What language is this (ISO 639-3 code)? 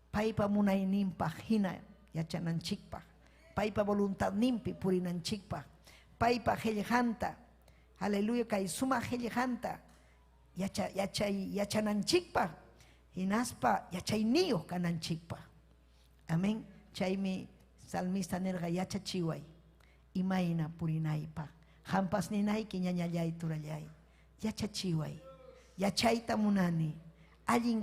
quy